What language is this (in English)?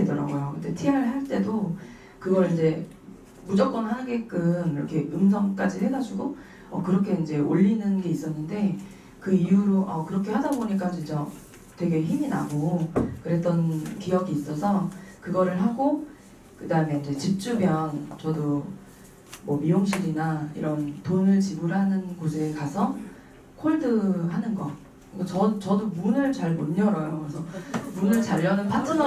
Korean